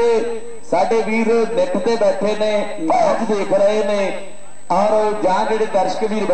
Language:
Punjabi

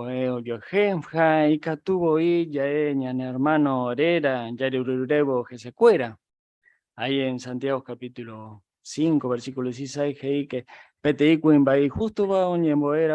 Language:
Guarani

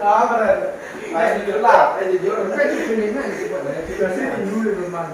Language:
Minangkabau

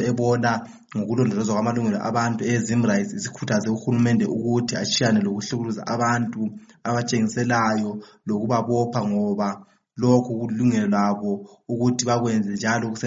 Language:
North Ndebele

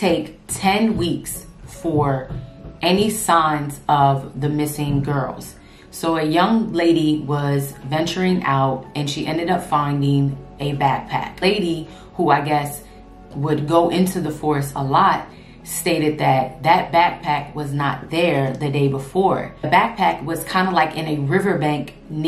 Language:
English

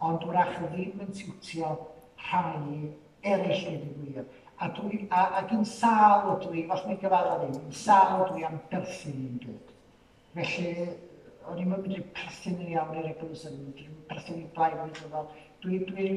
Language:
Welsh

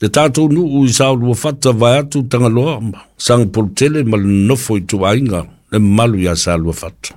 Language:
Samoan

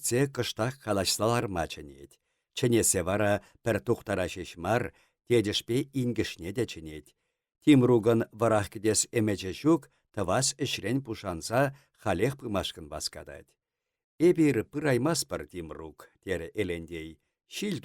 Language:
Chuvash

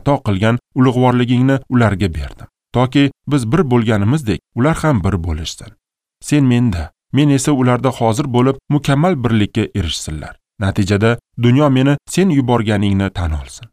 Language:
Uzbek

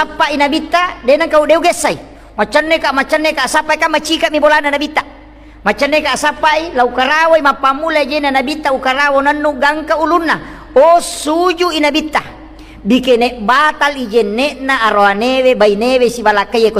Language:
Buginese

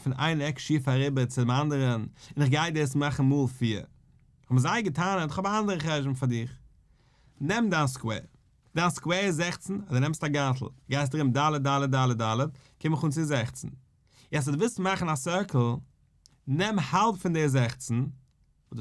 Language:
Yiddish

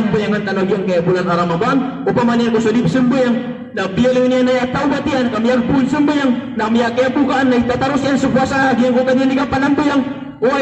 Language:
Maranao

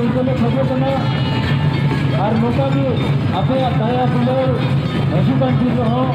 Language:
Santali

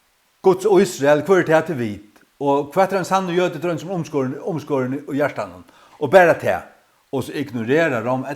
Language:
Faroese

